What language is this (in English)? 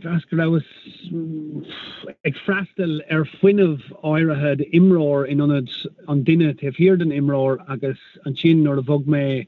Irish